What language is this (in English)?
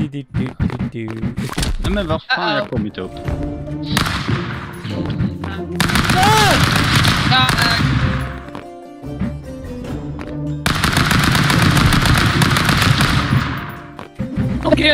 Swedish